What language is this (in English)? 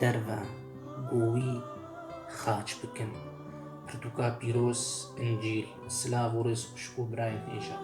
Kurdish